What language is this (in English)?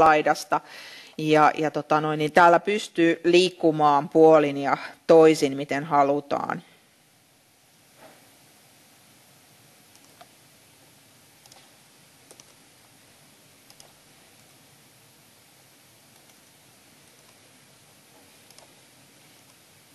Finnish